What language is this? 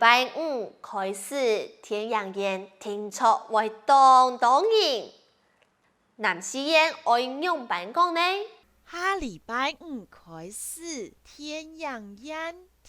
Hakka Chinese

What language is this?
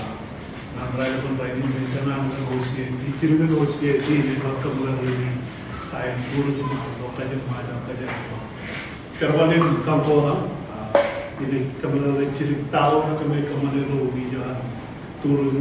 Marshallese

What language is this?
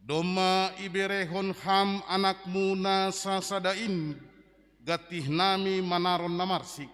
Batak Simalungun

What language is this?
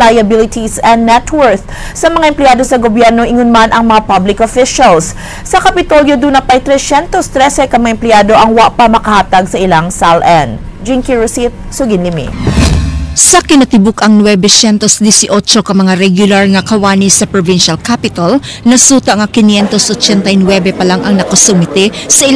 Cebuano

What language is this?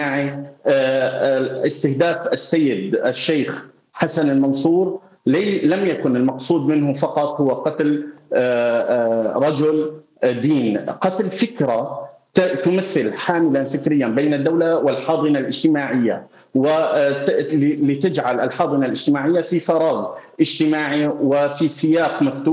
Arabic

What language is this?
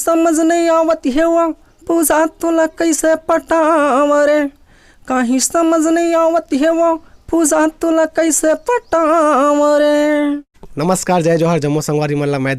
Chhattisgarhi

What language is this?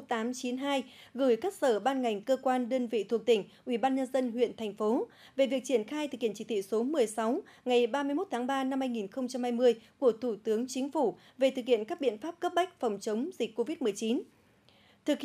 Vietnamese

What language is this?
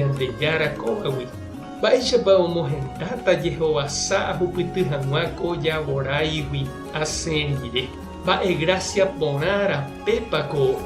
Guarani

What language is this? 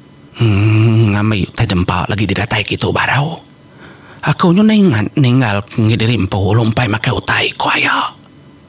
Iban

